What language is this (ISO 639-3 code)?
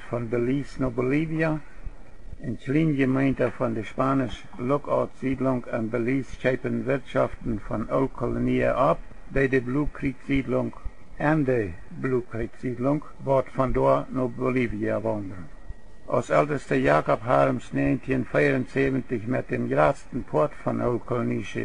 pdt